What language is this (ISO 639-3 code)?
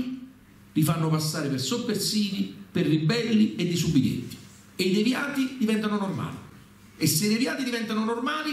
ita